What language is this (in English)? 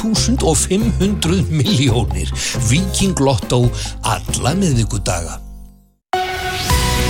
Icelandic